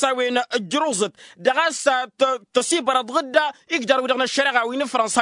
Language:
Tamasheq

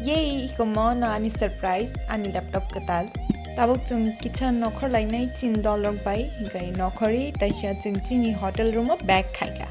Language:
Kok Borok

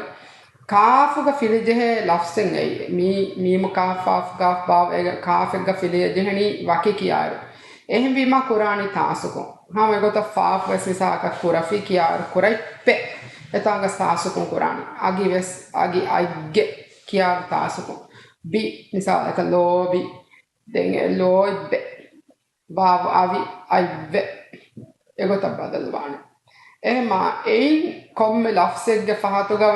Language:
Divehi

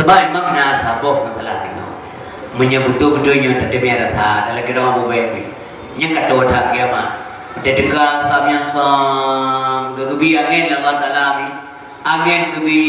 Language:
Achinese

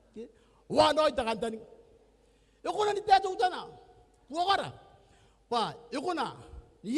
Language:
Gilbertese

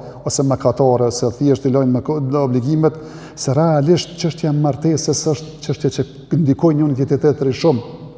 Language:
Albanian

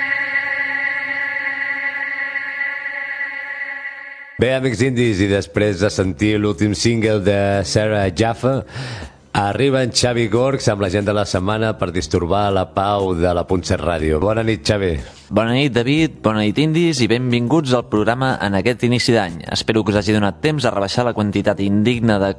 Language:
Catalan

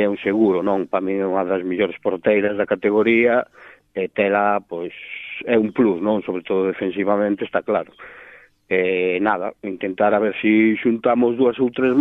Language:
Galician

